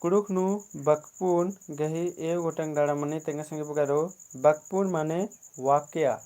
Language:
Kurukh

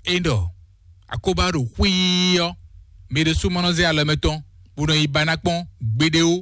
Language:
Fon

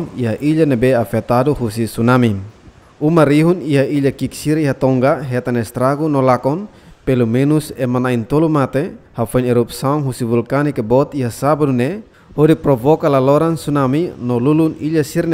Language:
Tetum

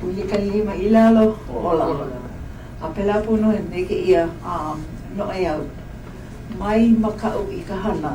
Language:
Hawaiian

